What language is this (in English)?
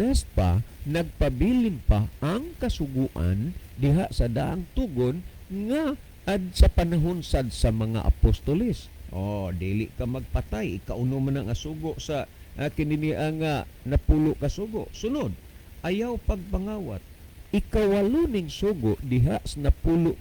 Cebuano